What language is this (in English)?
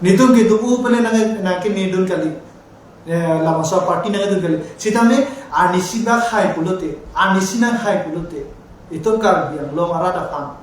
Karbi